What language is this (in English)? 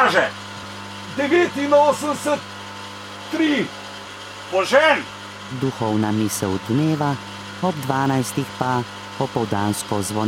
Slovenian